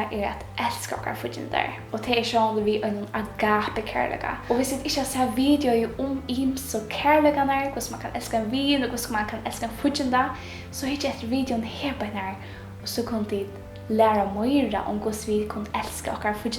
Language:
Faroese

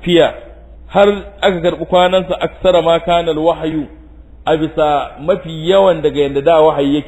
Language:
Hausa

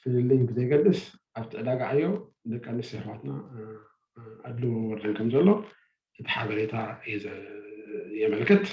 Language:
Tigrinya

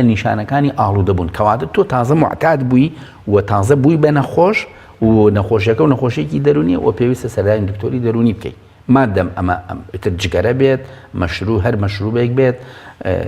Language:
Central Kurdish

